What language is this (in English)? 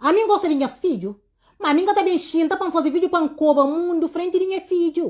Kabuverdianu